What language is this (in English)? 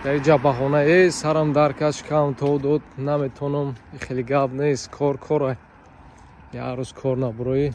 Tajik